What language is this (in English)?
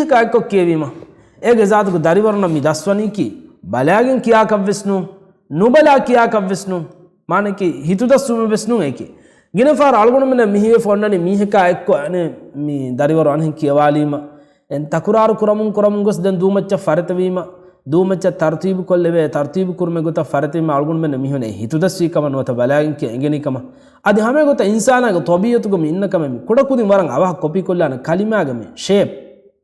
Divehi